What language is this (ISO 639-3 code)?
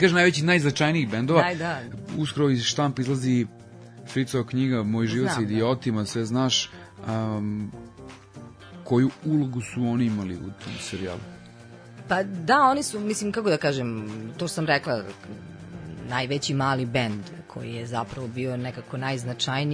srp